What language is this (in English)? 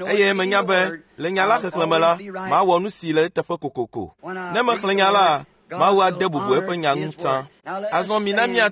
Ewe